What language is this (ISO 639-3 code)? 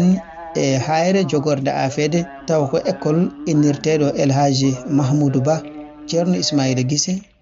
ful